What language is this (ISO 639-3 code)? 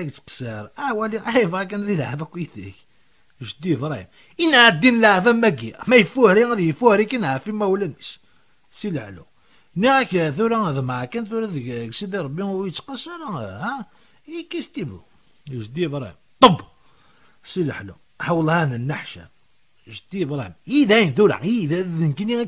kab